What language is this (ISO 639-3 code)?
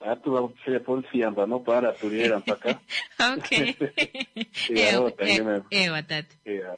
kua